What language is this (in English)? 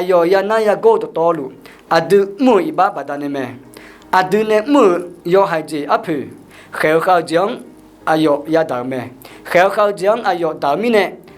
Akha